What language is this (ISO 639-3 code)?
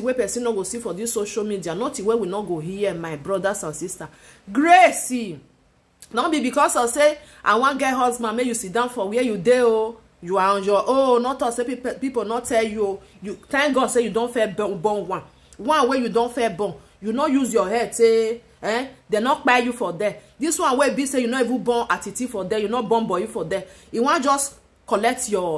pcm